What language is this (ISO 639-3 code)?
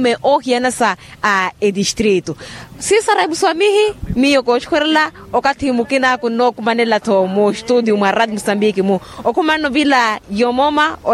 vmw